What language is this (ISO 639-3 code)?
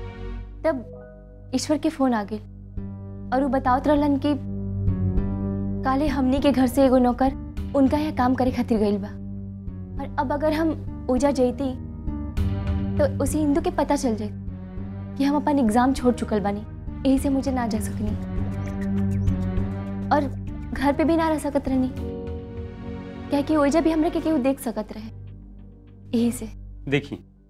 bho